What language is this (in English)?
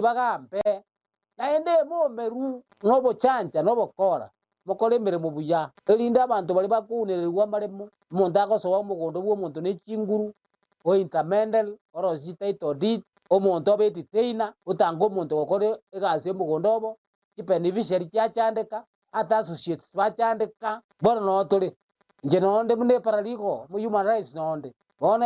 Gusii